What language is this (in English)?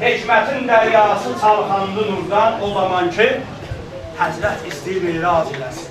South Azerbaijani